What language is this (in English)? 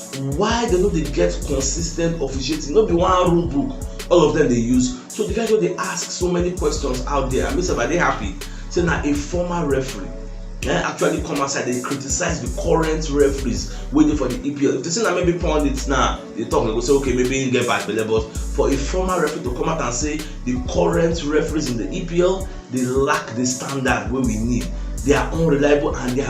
Nigerian Pidgin